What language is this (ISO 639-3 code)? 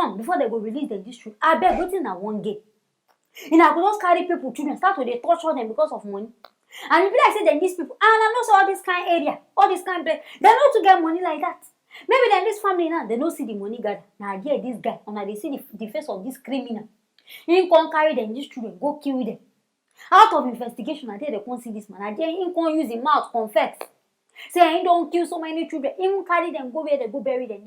pcm